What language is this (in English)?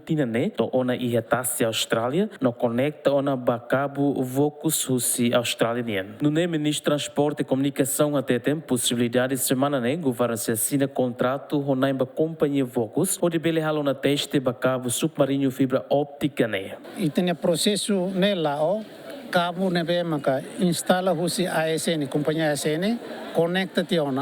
Tetum